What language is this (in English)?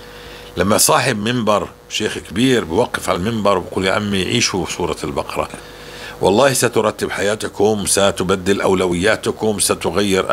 North Levantine Arabic